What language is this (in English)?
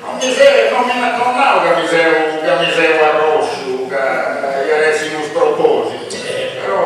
Sardinian